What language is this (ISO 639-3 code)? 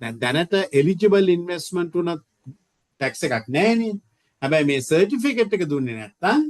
sin